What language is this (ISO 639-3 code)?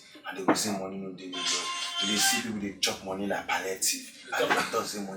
pcm